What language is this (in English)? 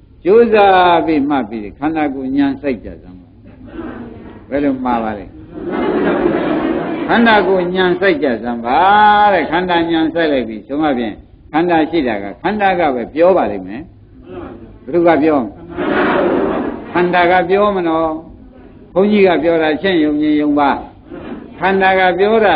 Burmese